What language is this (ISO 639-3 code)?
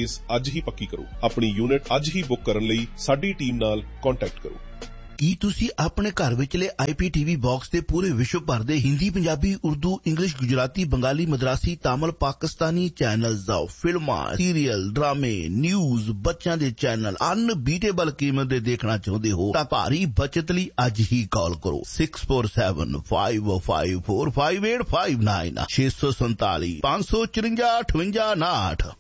pan